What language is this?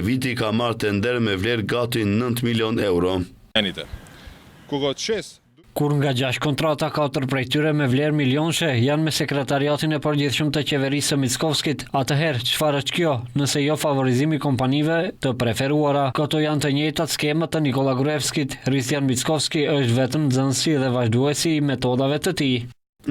Albanian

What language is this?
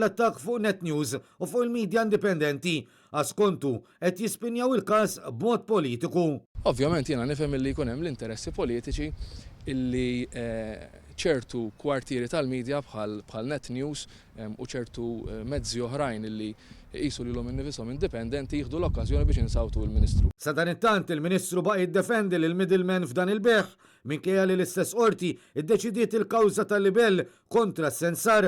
Maltese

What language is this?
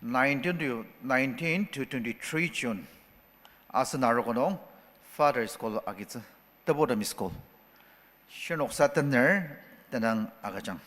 Ao Naga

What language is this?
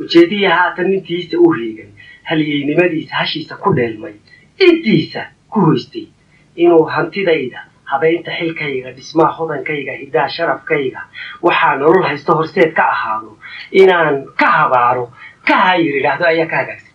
Somali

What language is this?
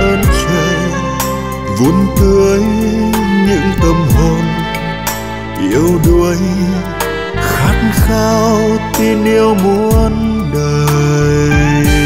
Vietnamese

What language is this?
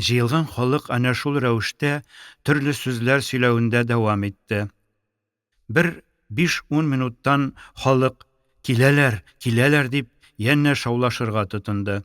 Tatar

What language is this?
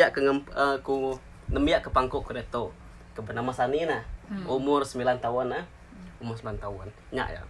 Iban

